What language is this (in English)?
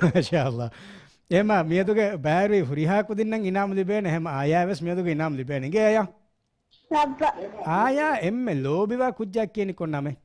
Divehi